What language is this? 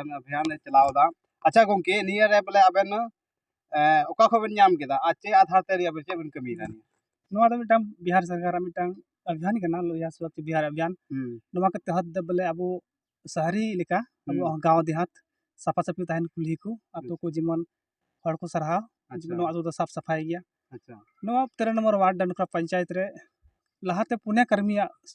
Santali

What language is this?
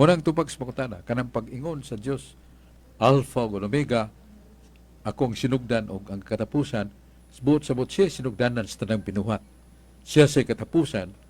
Cebuano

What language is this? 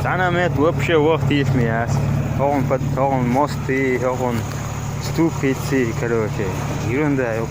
Chechen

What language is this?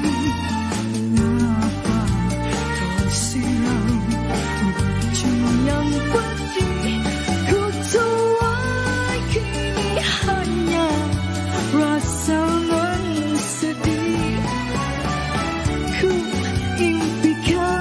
Malay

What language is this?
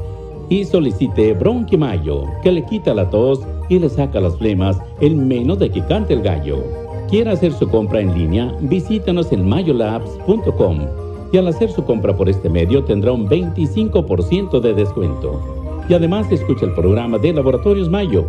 Spanish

